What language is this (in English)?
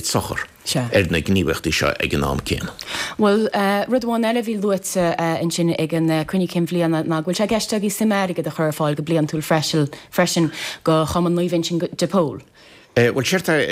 Irish